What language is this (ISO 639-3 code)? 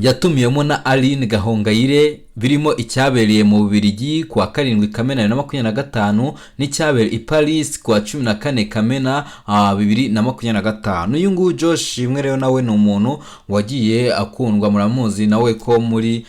kin